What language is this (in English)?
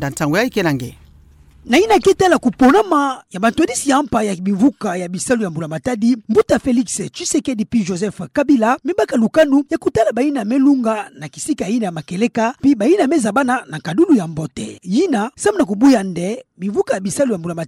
Kituba (Democratic Republic of Congo)